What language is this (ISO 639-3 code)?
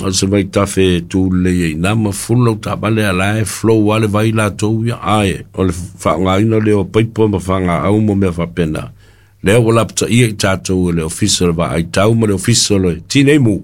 smo